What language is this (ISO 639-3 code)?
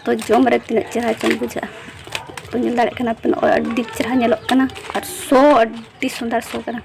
sat